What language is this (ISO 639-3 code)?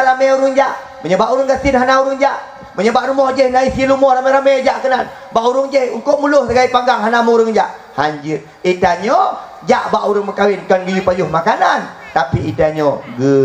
ace